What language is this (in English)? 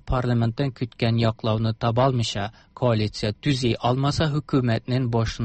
Tatar